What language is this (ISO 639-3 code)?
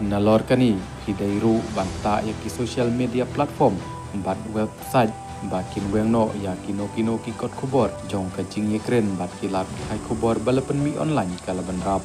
kha